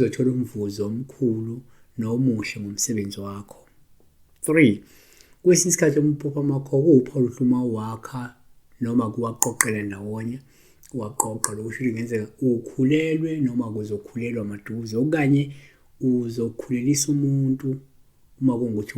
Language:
Zulu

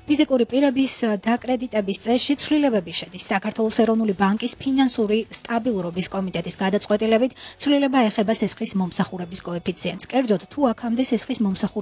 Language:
Georgian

